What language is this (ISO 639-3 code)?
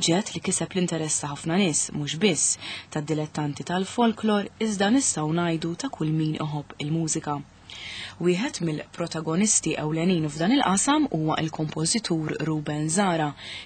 mlt